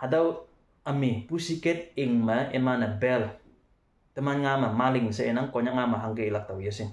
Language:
Konyak Naga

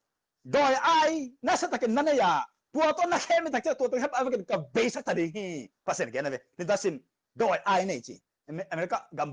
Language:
Tedim Chin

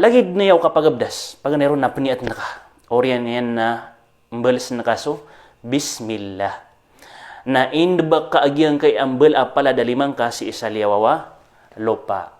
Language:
Maranao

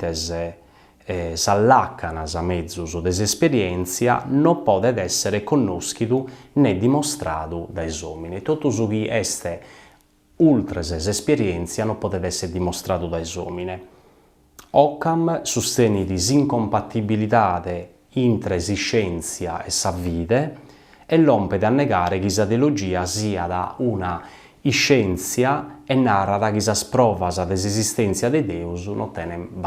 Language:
Sardinian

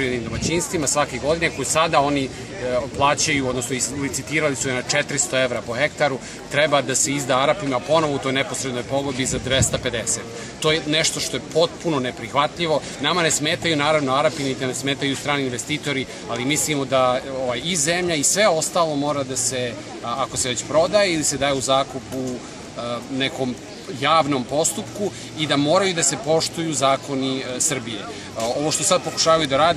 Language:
Serbian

